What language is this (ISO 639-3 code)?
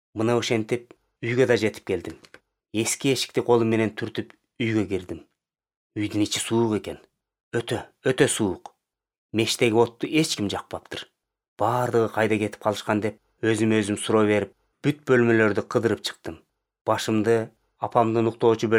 kir